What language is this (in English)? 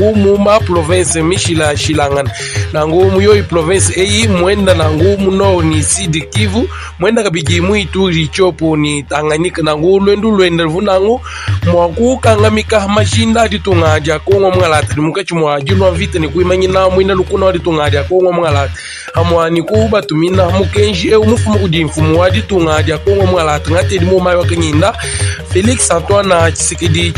Luba-Lulua